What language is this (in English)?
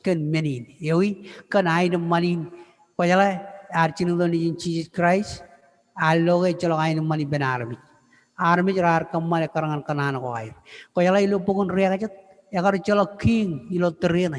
Marshallese